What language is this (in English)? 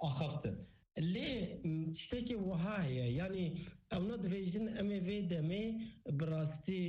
Kurdish